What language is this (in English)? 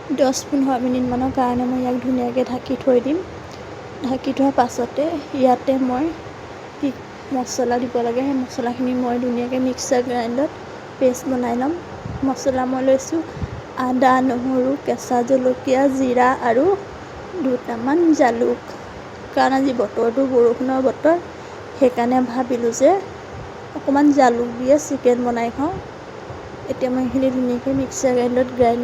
Assamese